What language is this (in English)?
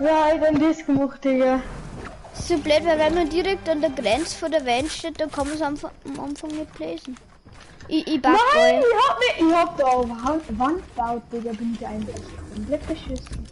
Bavarian